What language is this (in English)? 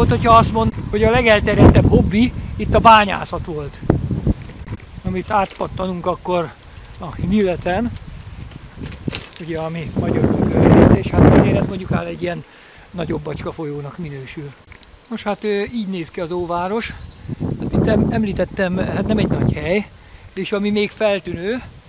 Hungarian